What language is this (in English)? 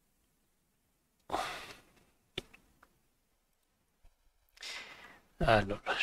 Italian